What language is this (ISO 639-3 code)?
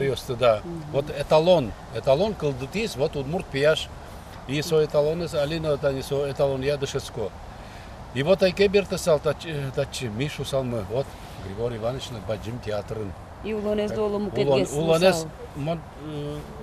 udm